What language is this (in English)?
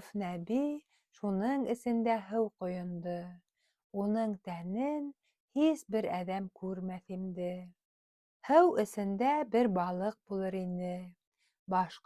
Bashkir